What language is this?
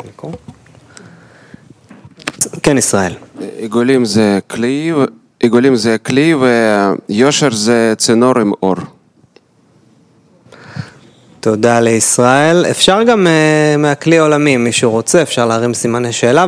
Hebrew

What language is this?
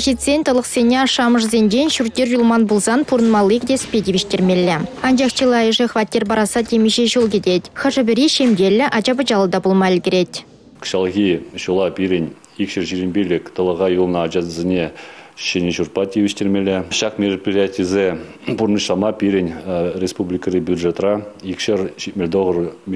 Chuvash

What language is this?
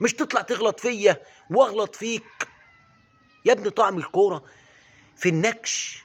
Egyptian Arabic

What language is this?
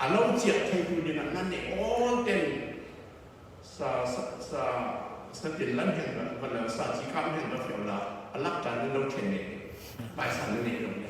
Falam Chin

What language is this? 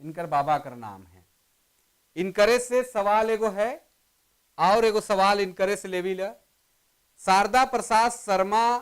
Sadri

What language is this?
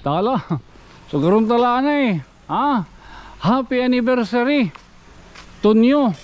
Waray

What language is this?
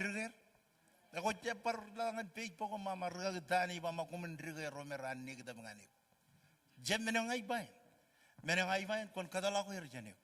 Marshallese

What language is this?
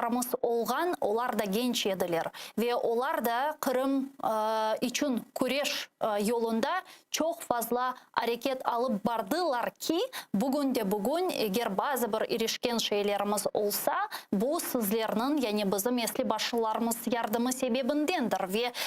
Crimean Tatar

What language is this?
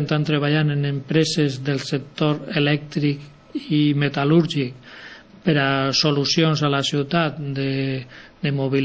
Catalan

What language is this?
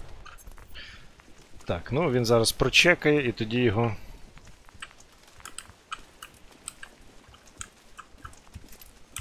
Ukrainian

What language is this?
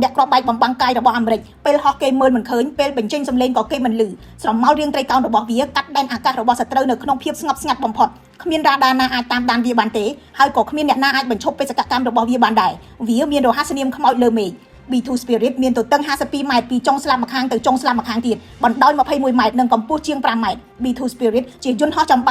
Khmer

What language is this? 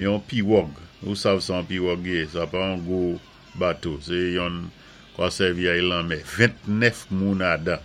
Saint Lucian Creole French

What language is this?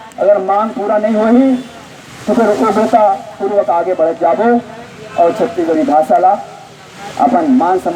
Chhattisgarhi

